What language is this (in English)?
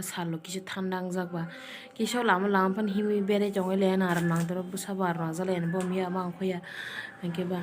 Kok Borok